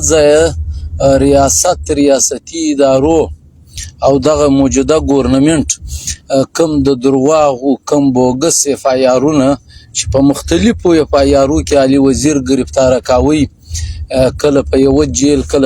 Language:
Pashto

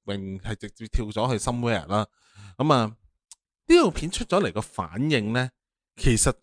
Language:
Cantonese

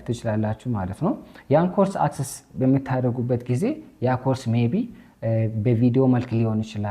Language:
Amharic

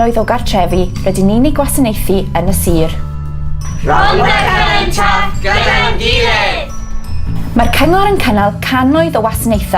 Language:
Welsh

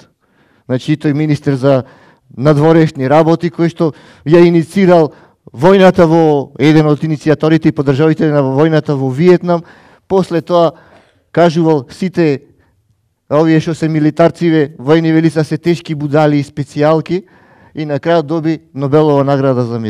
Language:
Macedonian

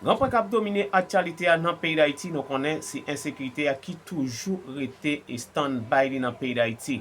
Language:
Haitian Creole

